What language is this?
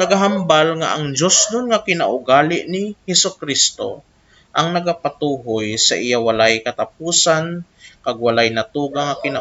Hiligaynon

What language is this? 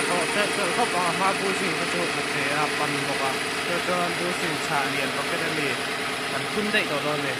Mizo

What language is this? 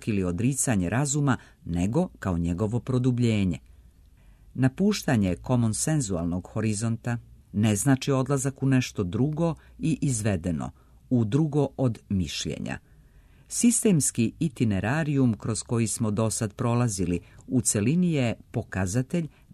Serbian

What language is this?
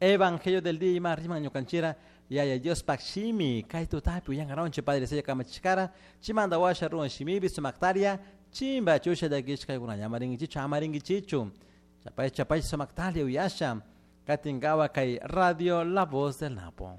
Chimborazo Highland Quichua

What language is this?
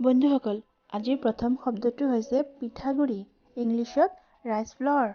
Assamese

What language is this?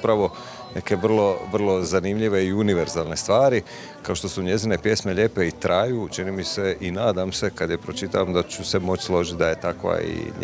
Croatian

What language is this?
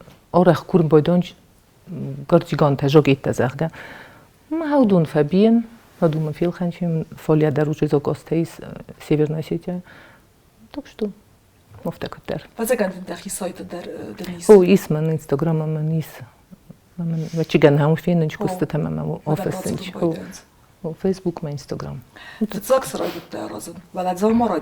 Ossetic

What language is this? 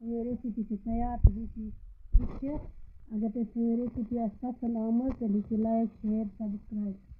Kashmiri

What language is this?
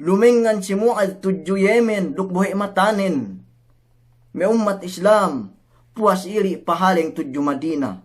Yakan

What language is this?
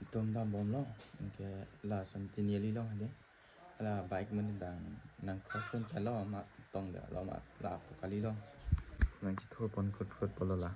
Karbi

